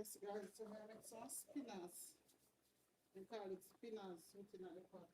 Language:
Jamaican Creole English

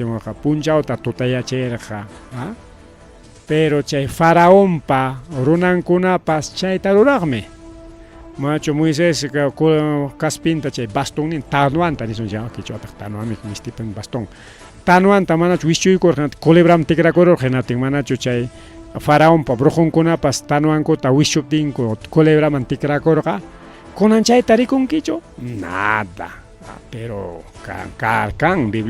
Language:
Ayacucho Quechua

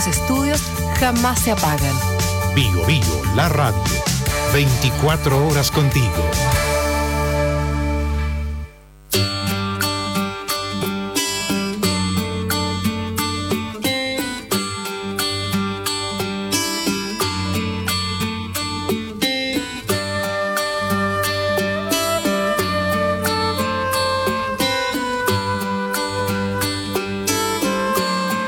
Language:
Spanish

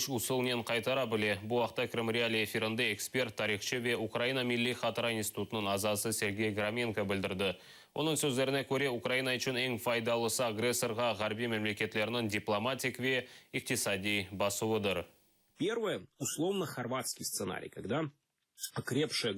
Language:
Crimean Tatar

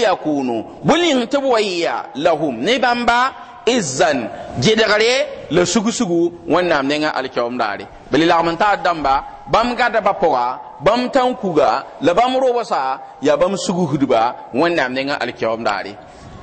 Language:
Mossi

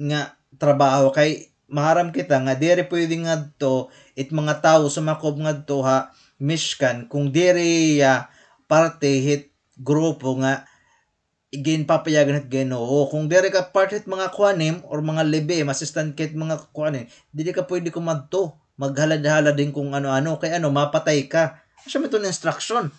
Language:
Waray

